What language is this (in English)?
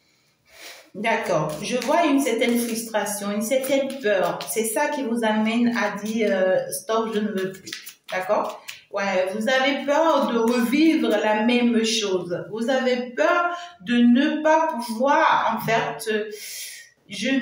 French